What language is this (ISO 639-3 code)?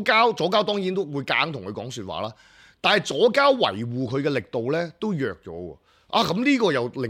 yue